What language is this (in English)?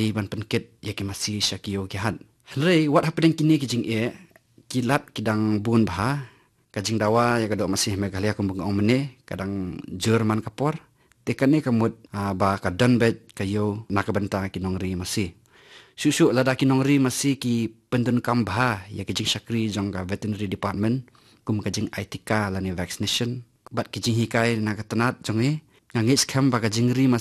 Khasi